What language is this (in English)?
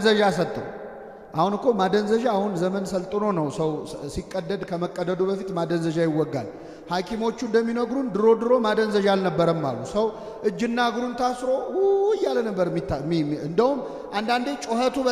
Amharic